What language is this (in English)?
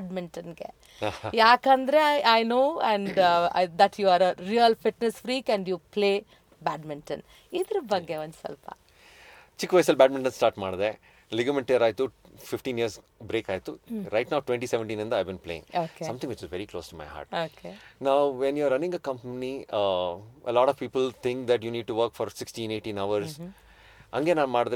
Kannada